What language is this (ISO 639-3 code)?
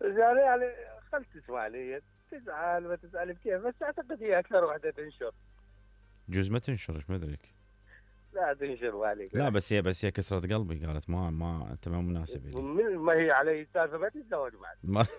acm